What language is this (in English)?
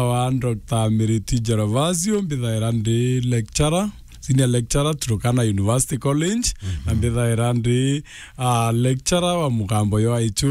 Meru